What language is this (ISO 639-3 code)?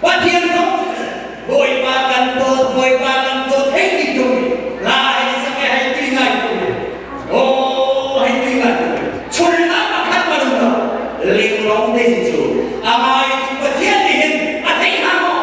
cnh